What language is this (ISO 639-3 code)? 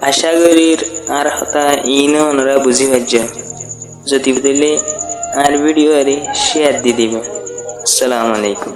rhg